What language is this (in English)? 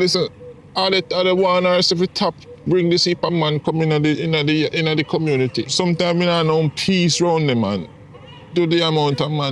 Jamaican Creole English